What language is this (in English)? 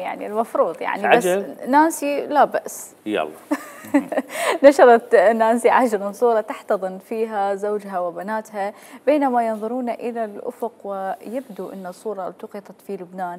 Mesopotamian Arabic